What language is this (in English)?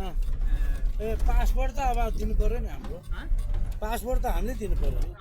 Nepali